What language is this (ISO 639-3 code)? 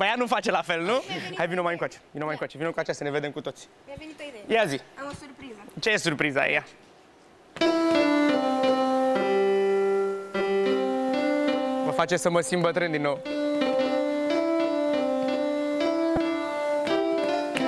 ron